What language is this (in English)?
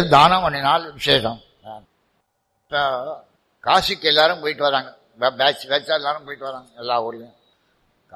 Tamil